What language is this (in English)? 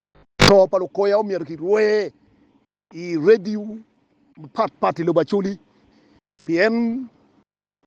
Acoli